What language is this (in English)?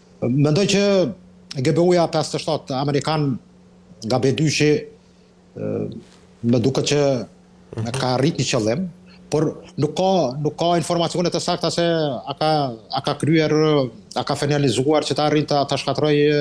Albanian